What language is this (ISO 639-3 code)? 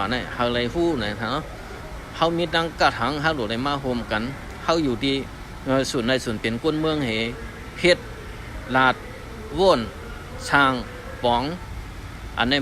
shn